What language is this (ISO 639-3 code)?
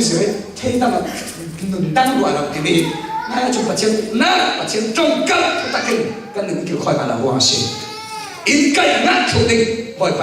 cfm